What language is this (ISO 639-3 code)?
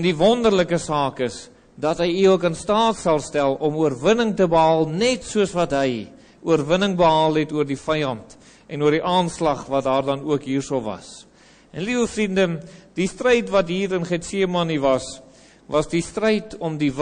afr